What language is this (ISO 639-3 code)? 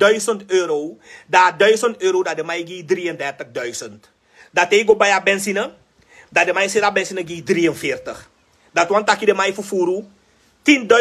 srn